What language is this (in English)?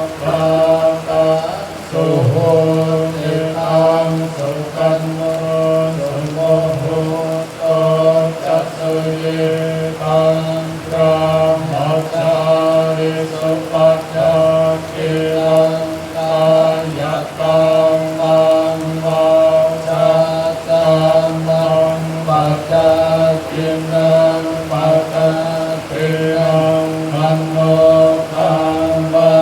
Pali